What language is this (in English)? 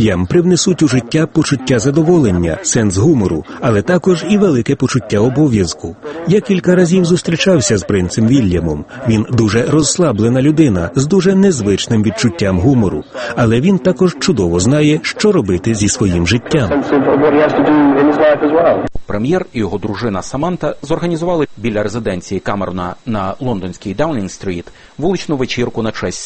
Ukrainian